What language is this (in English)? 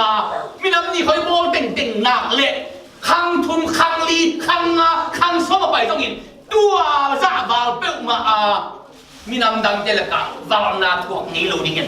Tedim Chin